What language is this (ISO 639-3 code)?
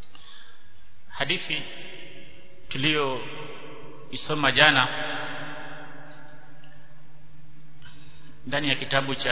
swa